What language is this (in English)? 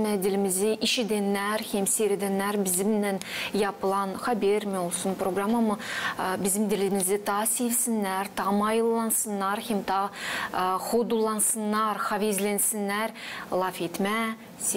Gagauz